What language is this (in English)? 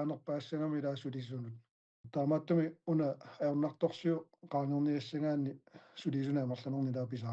Kalaallisut